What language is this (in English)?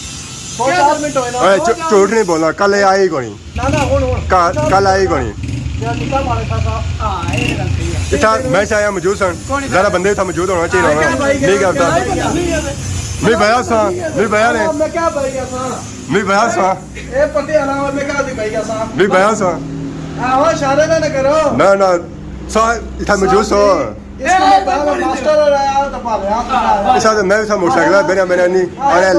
Pahari-Potwari